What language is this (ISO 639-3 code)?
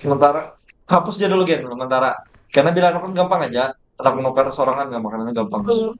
bjn